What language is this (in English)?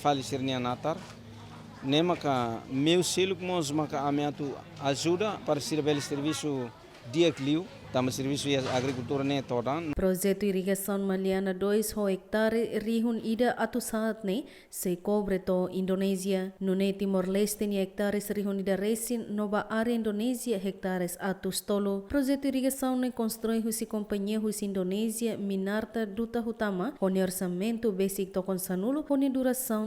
Tetum